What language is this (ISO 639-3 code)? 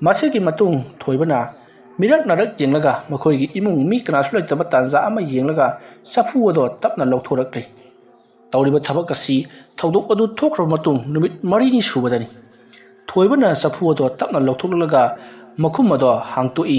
mni